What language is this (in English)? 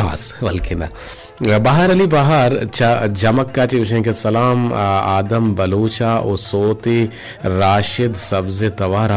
Eastern Balochi